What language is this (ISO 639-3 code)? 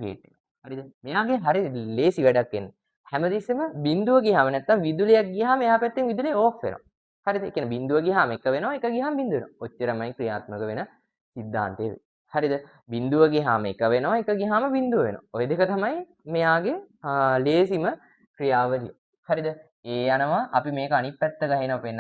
sin